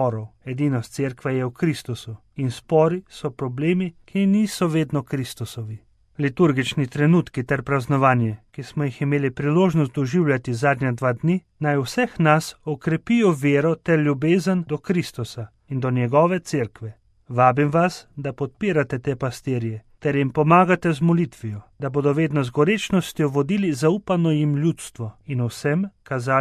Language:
Slovenian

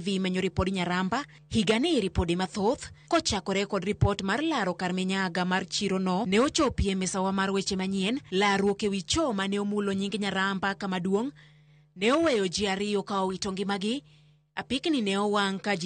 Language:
Luo (Kenya and Tanzania)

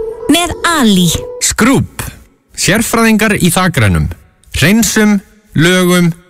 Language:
Icelandic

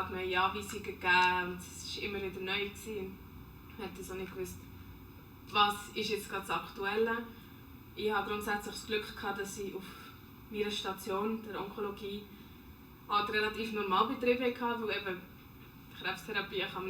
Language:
Swiss German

